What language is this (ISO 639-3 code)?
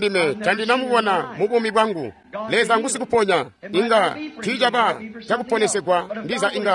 toi